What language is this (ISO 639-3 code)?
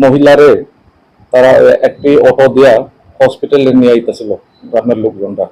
ria